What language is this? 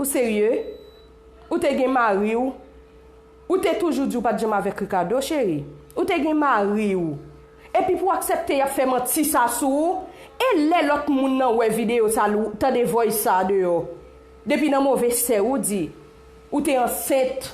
Haitian Creole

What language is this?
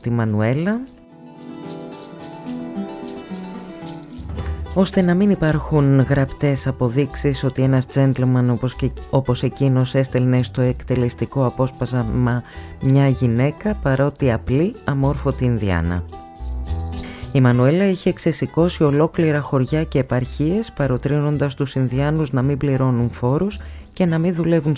Greek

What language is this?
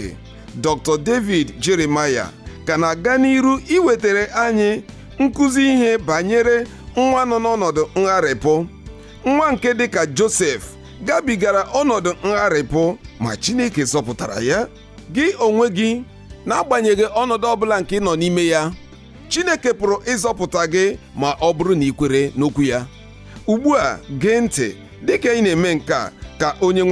Igbo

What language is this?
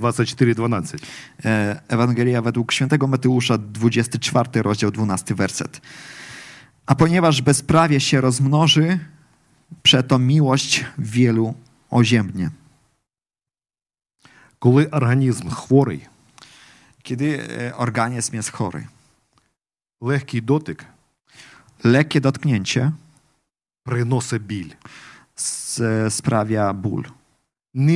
Polish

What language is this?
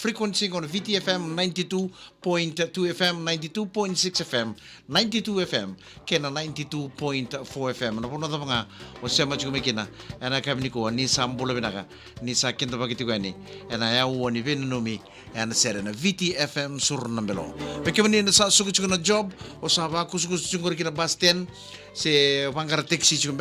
Fijian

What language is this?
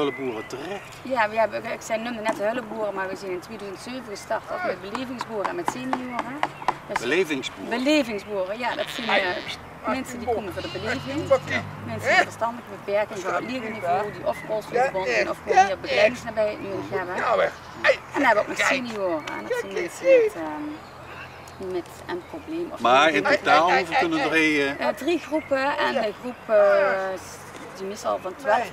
Limburgish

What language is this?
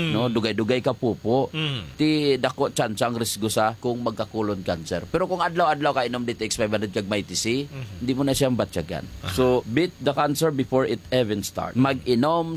Hiligaynon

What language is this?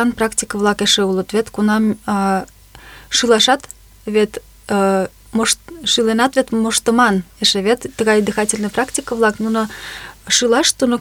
Mari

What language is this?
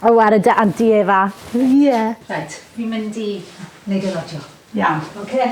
Welsh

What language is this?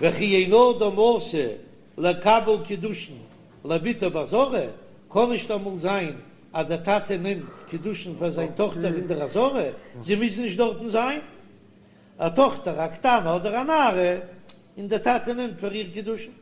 Yiddish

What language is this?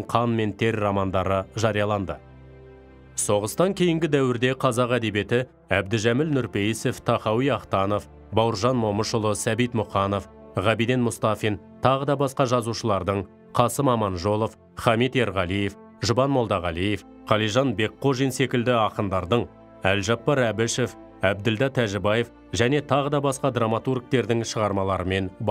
Kazakh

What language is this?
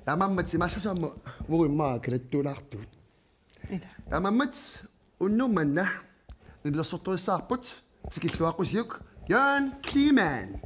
Kalaallisut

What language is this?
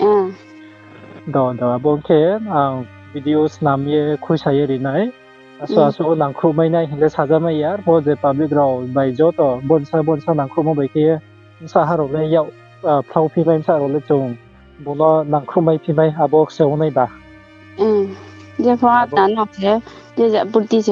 Riang (India)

